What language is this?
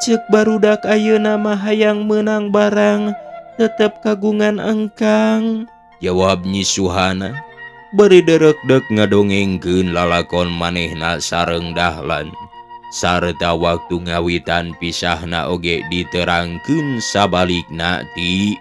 Sundanese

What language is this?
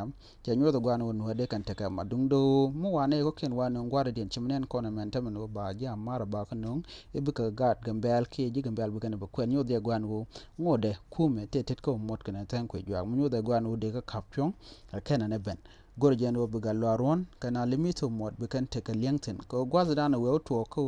Nuer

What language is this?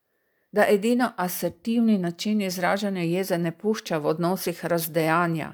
Slovenian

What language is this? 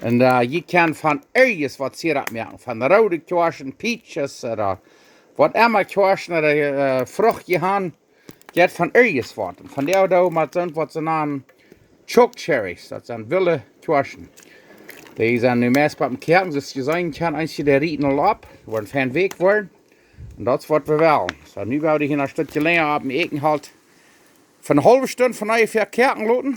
Plautdietsch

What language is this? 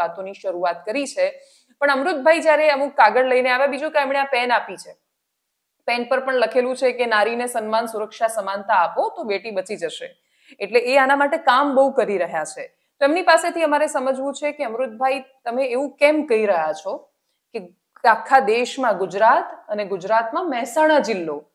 Gujarati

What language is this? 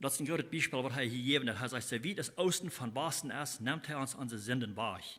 Plautdietsch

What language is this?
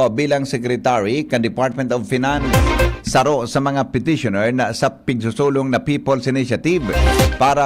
Bikol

